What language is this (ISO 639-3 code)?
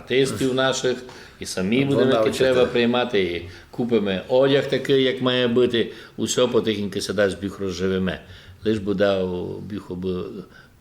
rue